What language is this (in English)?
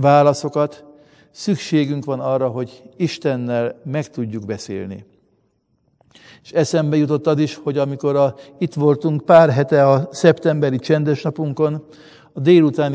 Hungarian